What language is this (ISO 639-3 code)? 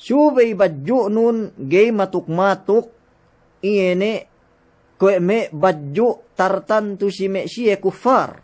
yka